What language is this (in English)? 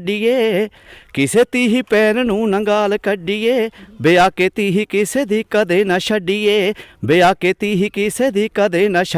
Dogri